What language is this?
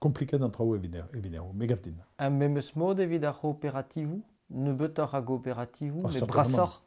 Breton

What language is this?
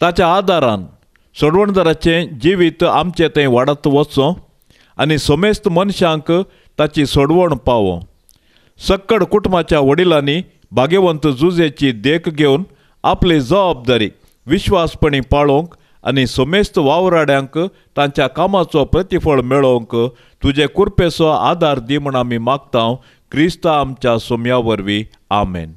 Konkani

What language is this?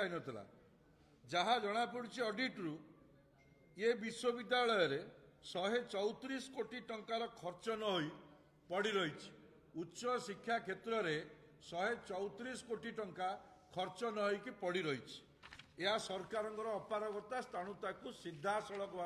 Odia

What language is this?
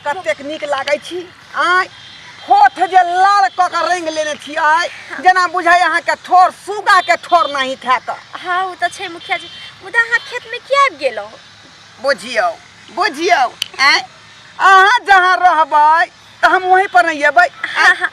Maithili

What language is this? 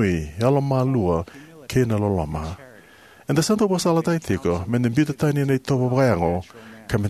Fijian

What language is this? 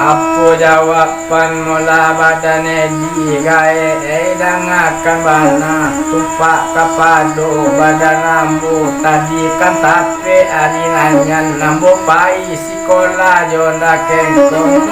Minangkabau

